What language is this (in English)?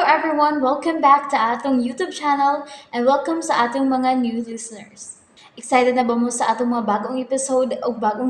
Cebuano